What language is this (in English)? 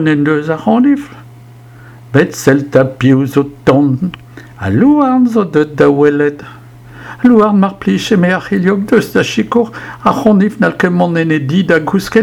Breton